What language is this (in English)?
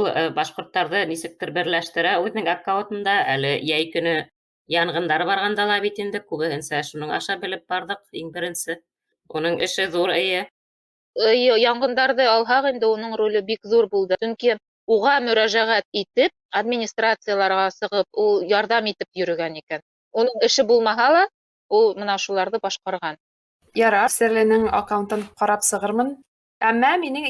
Bashkir